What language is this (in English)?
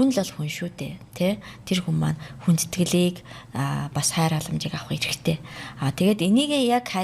Mongolian